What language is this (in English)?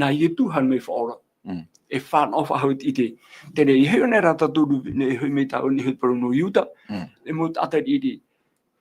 Tahitian